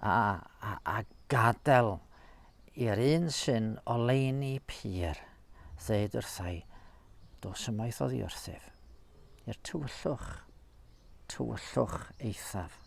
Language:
Welsh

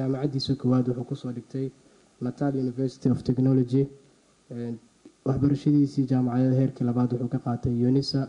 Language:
Somali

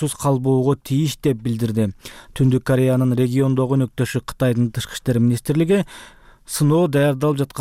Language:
Kyrgyz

